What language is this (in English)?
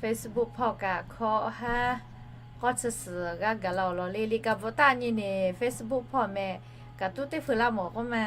Lahu